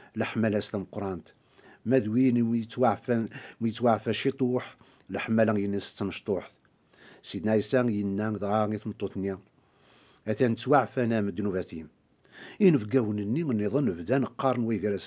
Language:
Kabyle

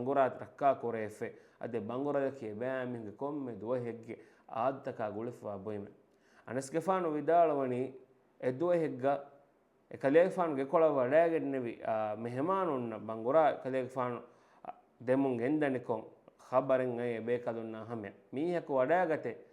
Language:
Divehi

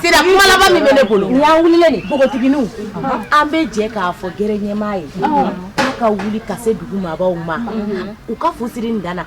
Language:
Bambara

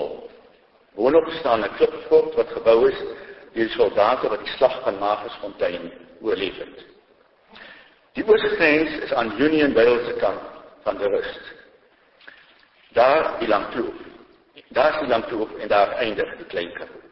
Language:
Afrikaans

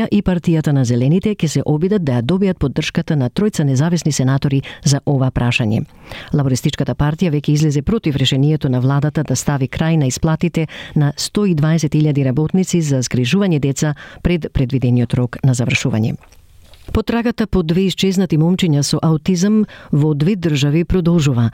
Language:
Macedonian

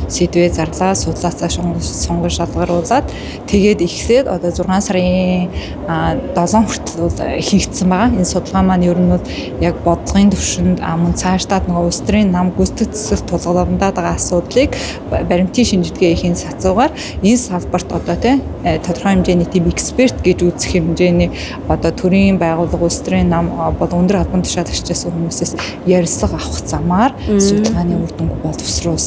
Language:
Mongolian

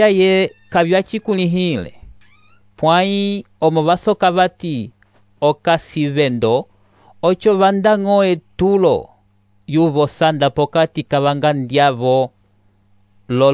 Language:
Umbundu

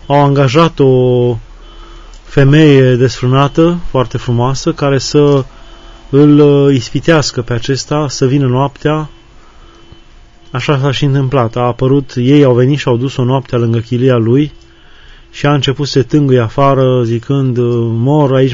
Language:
Romanian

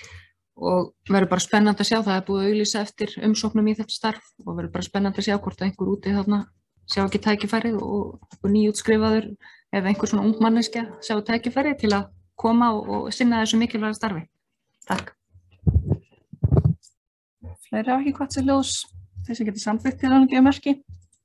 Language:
Icelandic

